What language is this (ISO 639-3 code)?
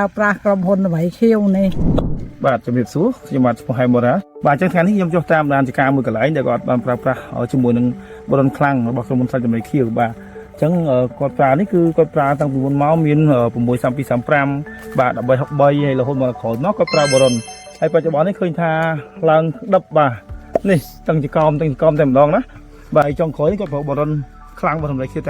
khm